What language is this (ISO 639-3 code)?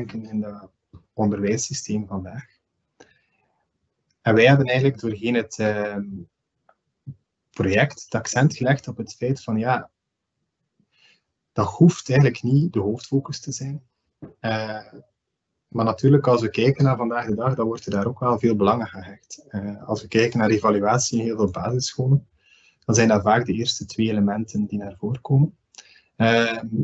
nld